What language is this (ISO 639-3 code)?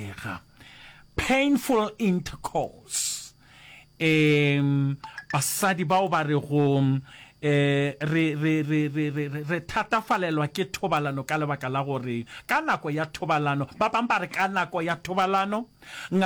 nso